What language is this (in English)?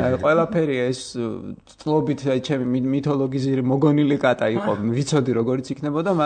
Georgian